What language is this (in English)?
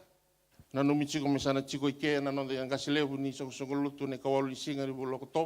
Fijian